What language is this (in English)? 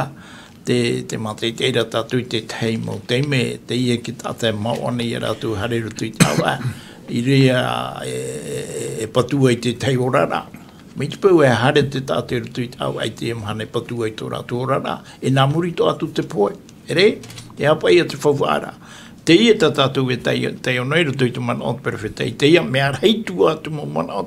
Tahitian